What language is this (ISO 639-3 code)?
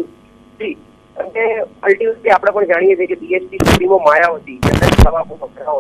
guj